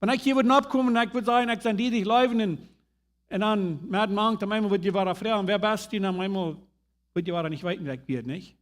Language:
Plautdietsch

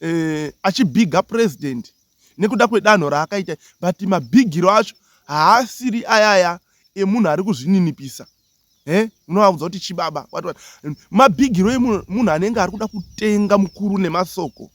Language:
Shona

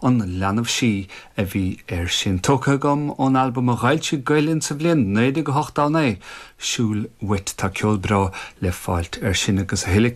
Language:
Irish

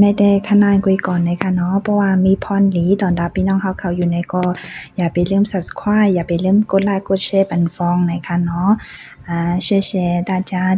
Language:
Shan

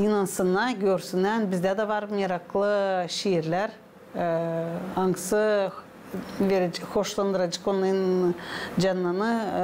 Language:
Gagauz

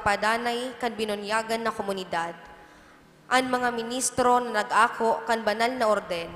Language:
Bikol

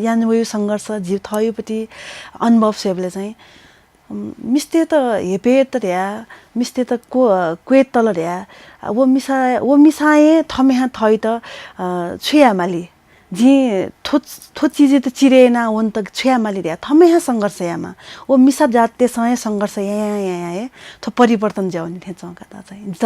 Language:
Newari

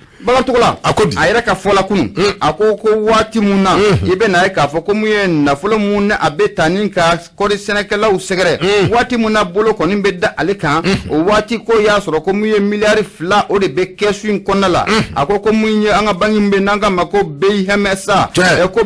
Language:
Bambara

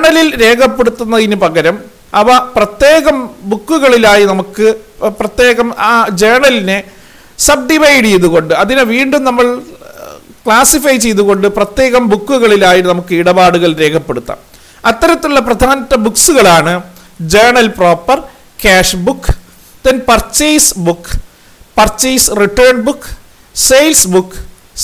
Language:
Malayalam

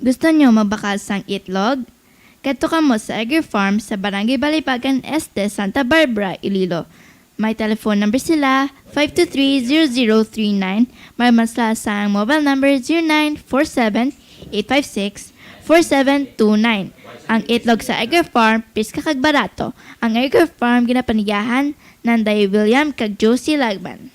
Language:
Hiligaynon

